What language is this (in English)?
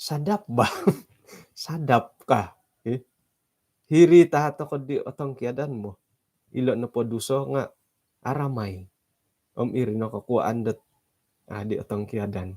Central Dusun